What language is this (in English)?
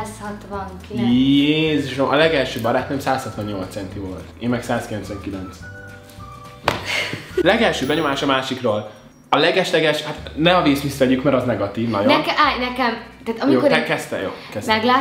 Hungarian